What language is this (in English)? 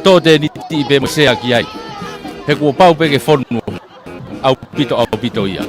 Tongan